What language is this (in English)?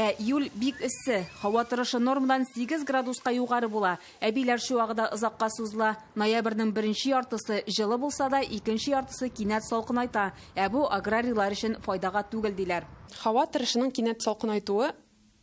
Tatar